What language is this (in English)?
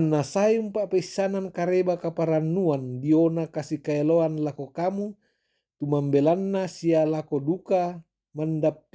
Toraja-Sa'dan